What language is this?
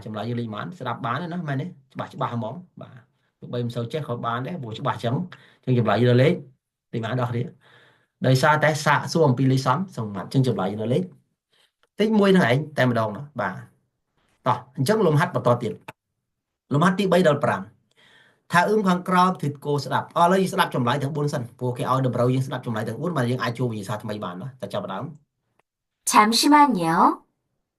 Khmer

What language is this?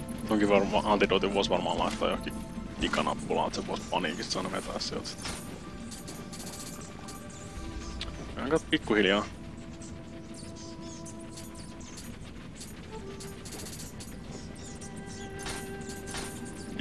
Finnish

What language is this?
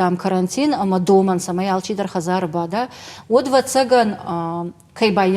Ossetic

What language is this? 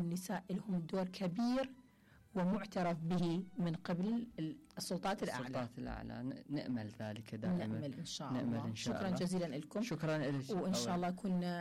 Mesopotamian Arabic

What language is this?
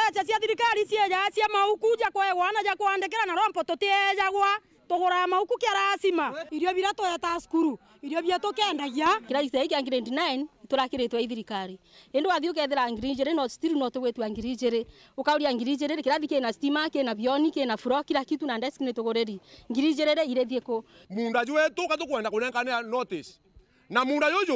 Meru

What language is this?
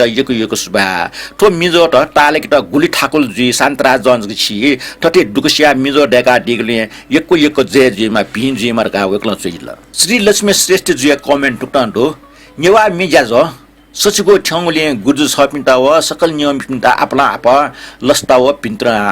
Newari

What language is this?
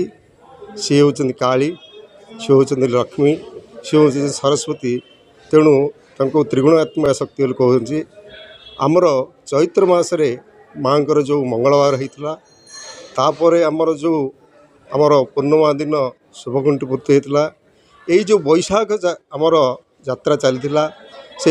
Odia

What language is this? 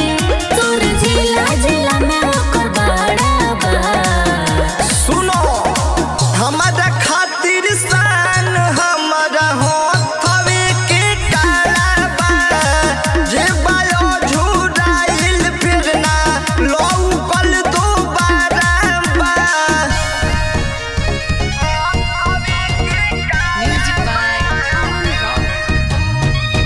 Bhojpuri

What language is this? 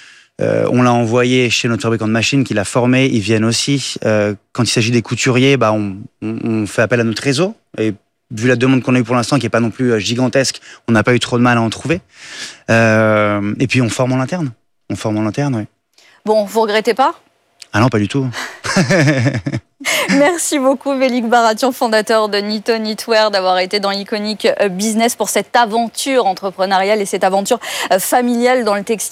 French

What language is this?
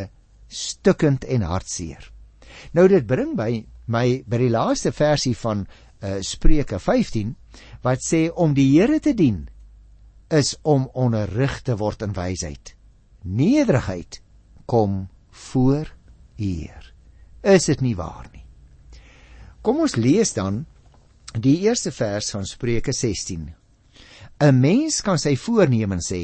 Afrikaans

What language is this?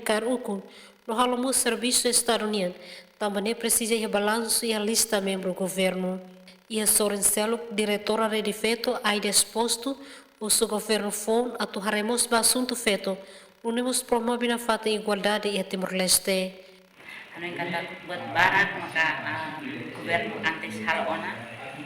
Tetum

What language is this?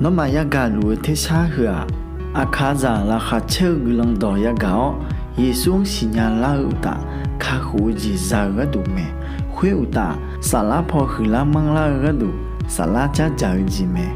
Akha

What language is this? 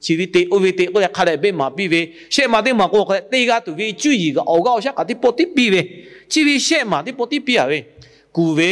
Lahu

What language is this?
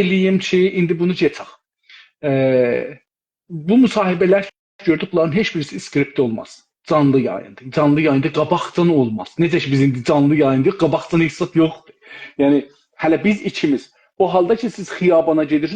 South Azerbaijani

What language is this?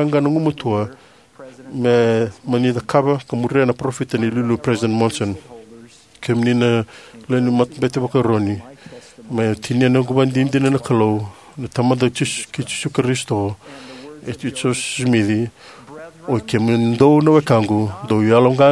Fijian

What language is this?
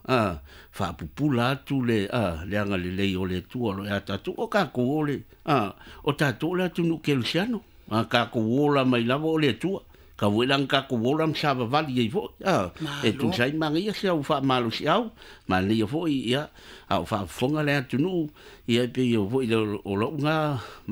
Samoan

